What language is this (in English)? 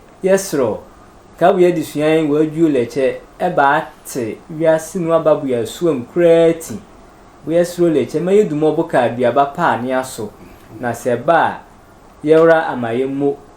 Sehwi